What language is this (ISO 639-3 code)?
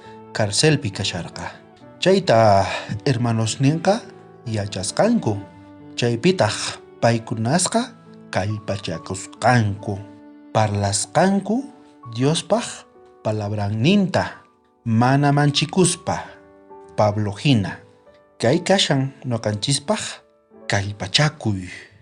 quh